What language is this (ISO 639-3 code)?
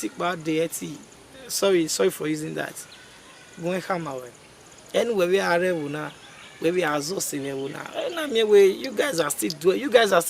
bin